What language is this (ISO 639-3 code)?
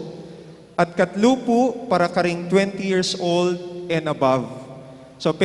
pam